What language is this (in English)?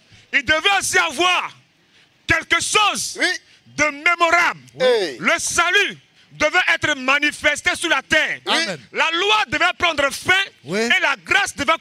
French